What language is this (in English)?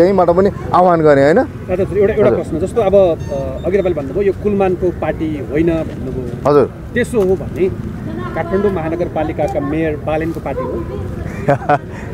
Nepali